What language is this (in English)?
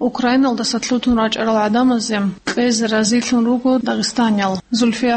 Avaric